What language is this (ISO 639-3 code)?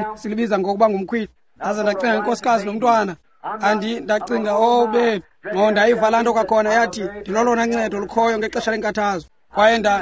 xho